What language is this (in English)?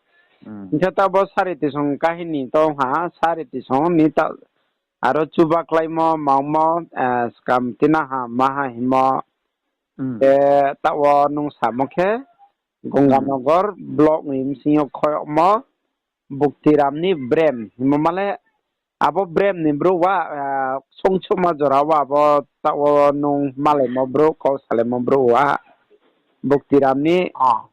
Riang (India)